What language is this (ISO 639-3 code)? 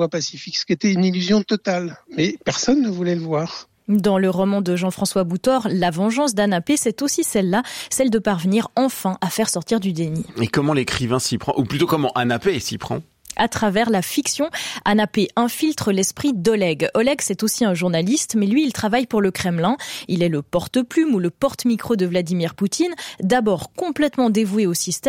fra